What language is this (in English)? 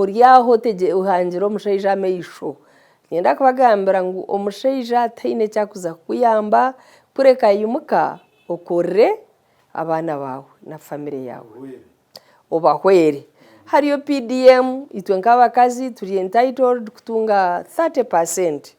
Nyankole